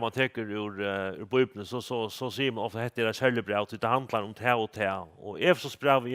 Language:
Faroese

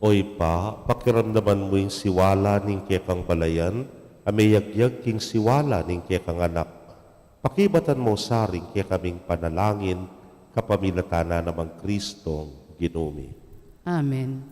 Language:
Pampanga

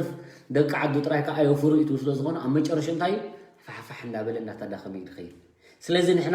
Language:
Tigrinya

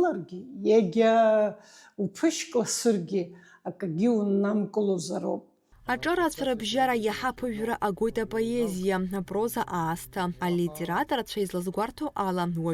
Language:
Abkhazian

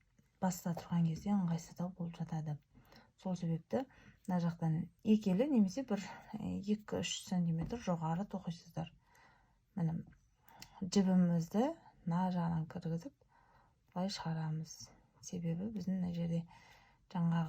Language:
Kazakh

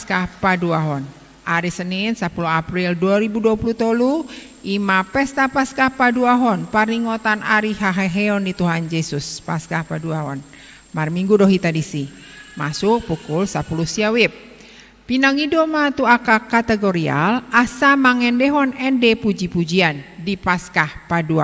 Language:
Batak Toba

